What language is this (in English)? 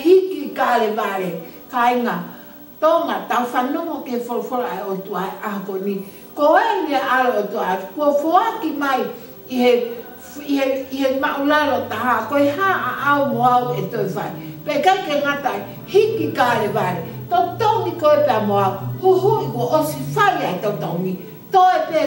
Tongan